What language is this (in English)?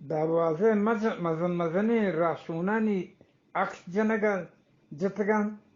Eastern Balochi